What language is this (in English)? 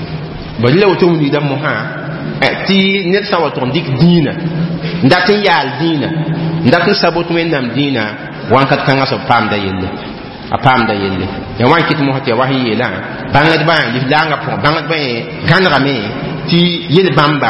Mossi